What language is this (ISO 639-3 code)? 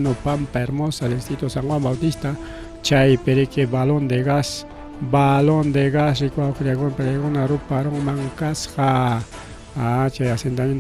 quy